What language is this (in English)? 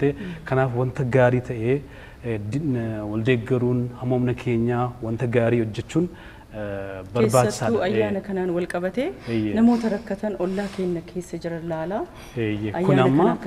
Oromo